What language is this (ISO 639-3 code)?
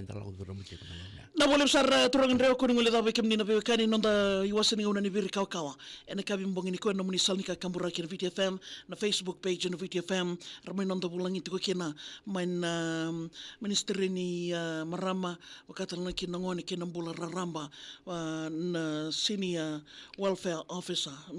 fij